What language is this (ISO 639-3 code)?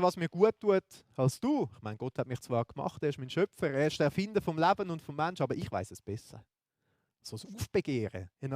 gsw